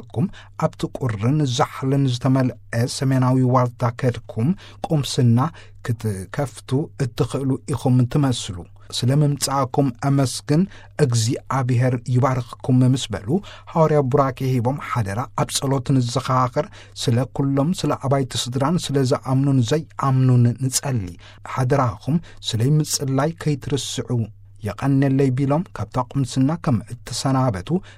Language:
Tigrinya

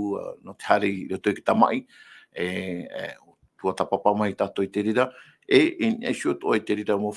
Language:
Tahitian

